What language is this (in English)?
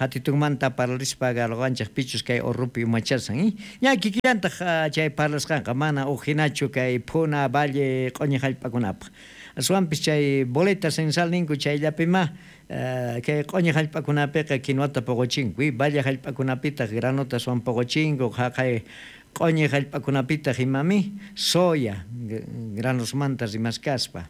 South Bolivian Quechua